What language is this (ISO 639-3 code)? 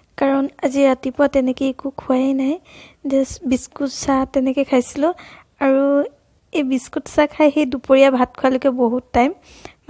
asm